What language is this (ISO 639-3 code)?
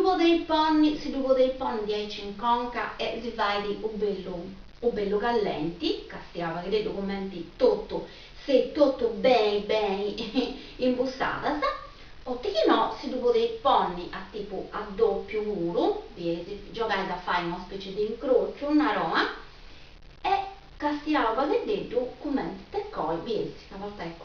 srd